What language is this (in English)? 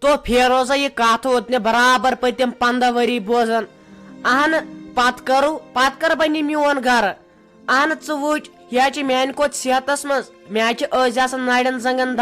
Kashmiri